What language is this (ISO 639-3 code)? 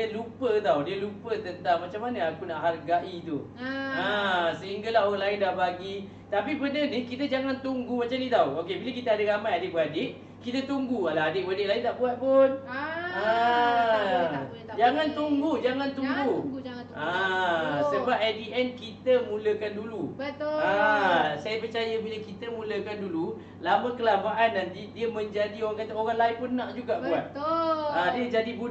msa